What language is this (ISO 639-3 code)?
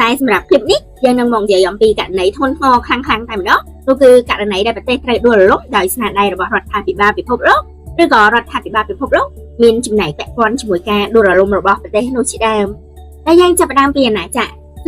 khm